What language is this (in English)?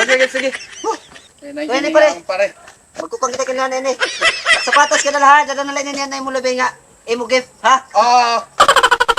Waray